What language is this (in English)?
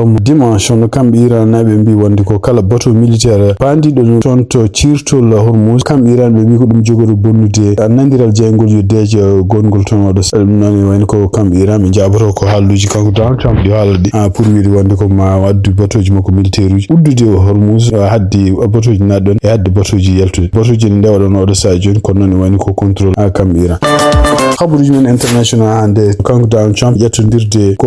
Fula